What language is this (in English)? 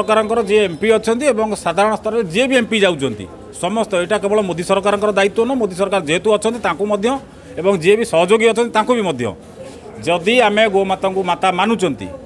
Odia